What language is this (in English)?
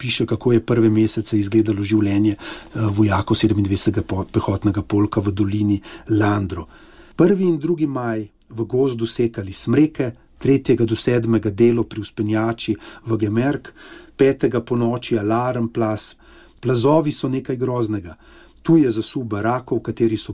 Slovenian